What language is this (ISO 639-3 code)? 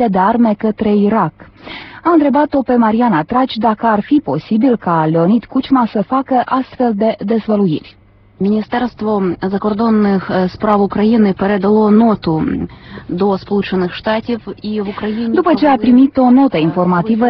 ron